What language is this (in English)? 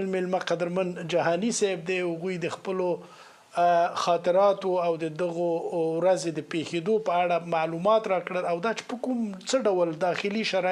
Pashto